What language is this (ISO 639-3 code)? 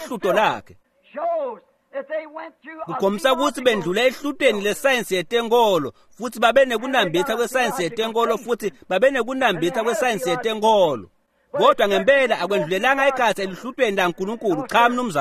ssw